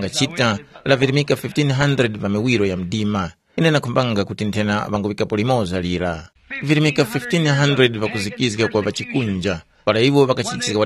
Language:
Tumbuka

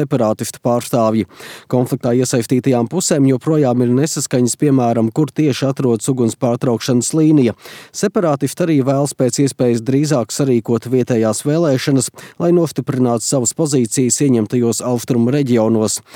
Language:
Latvian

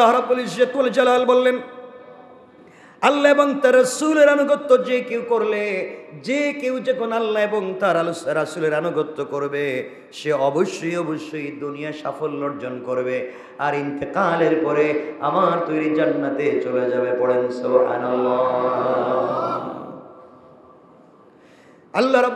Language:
Bangla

